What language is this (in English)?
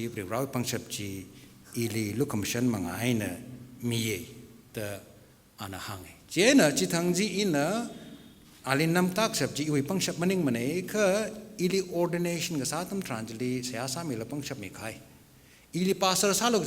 Tangkhul Naga (India)